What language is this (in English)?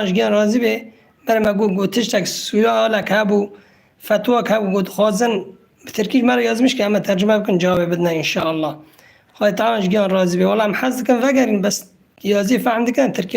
Kurdish